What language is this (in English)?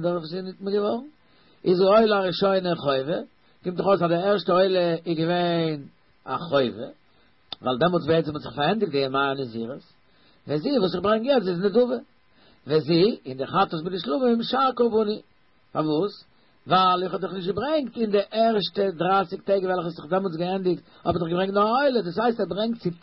Yiddish